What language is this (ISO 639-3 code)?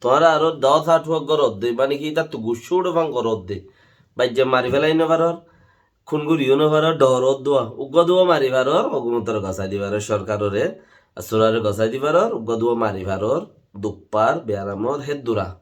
rhg